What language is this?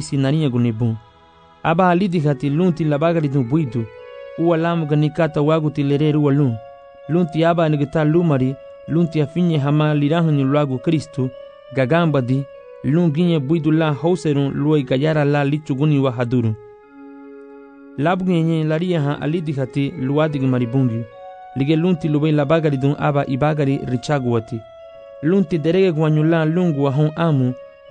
Garifuna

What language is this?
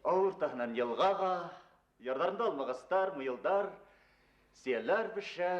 Bashkir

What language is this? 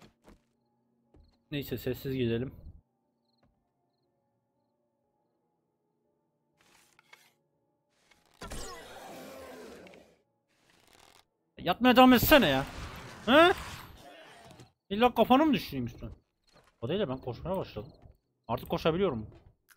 Turkish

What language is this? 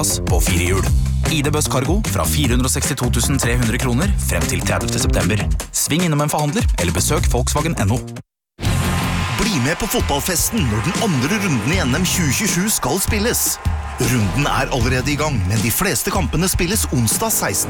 Norwegian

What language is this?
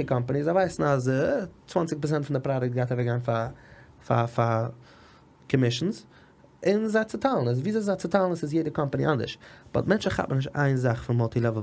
Yiddish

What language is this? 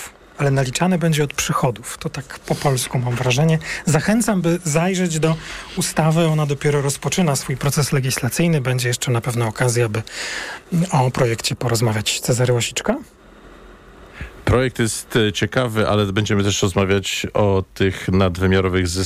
Polish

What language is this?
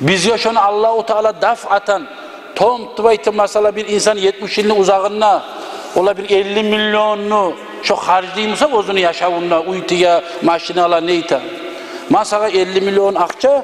Kumyk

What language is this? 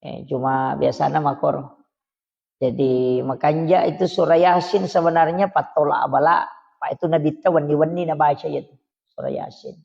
Buginese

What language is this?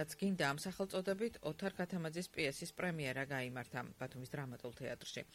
Georgian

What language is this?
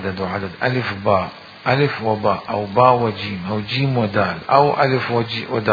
Mesopotamian Arabic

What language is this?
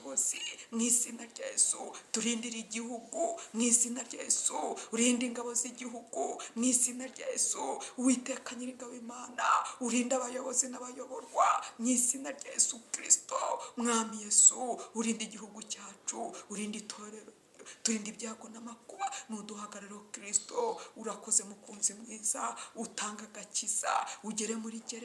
Kinyarwanda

